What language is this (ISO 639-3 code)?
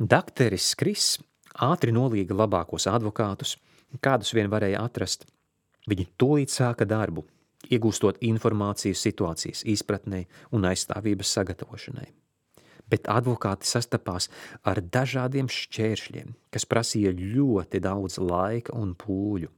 lav